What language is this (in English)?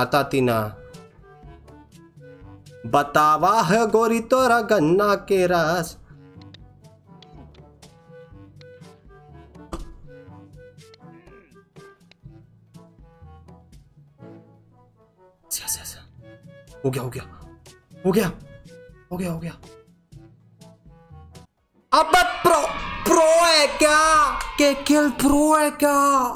Hindi